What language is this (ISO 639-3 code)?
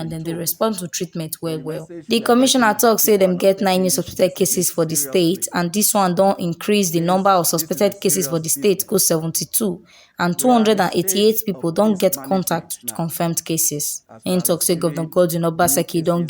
pcm